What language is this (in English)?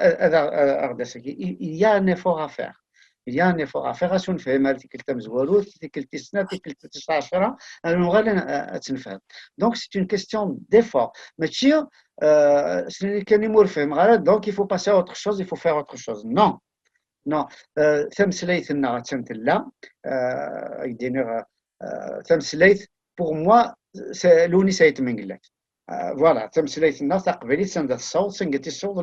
Kabyle